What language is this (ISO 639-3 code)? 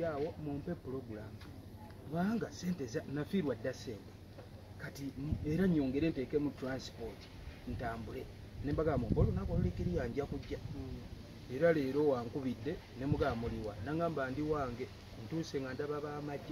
lug